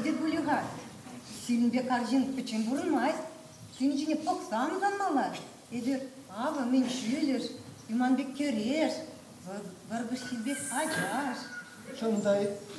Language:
Chuvash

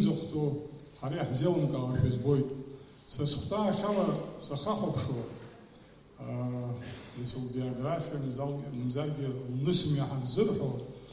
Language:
Abkhazian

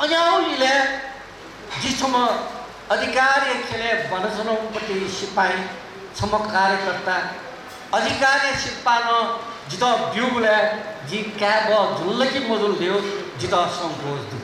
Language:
Newari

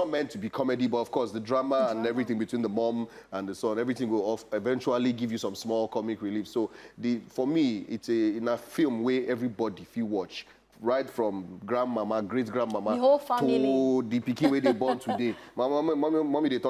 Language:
Nigerian Pidgin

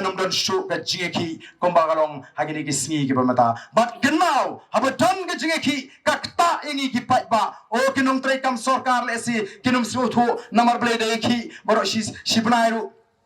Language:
Khasi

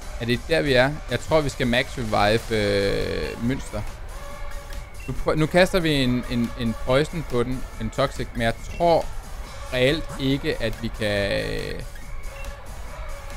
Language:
Danish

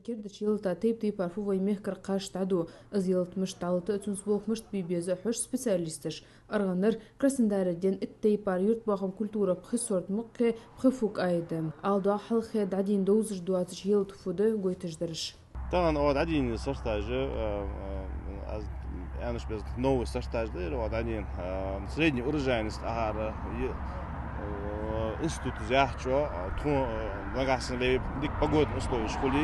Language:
Ingush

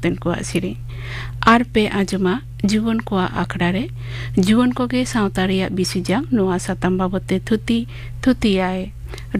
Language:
Santali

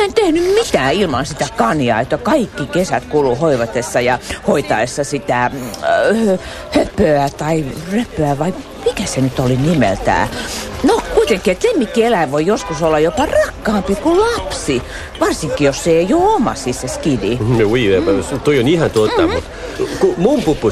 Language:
Finnish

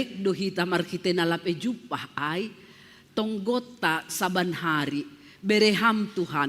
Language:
Batak Simalungun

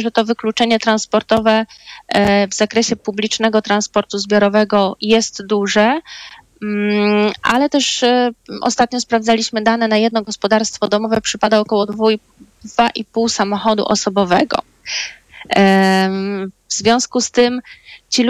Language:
Polish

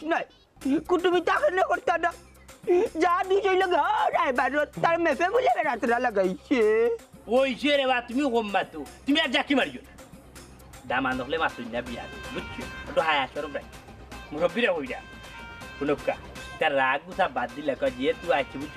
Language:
Sylheti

